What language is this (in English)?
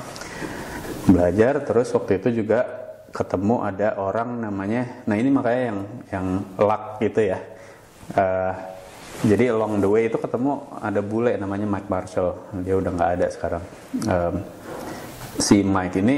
Indonesian